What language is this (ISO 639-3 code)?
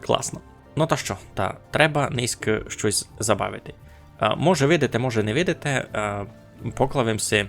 rue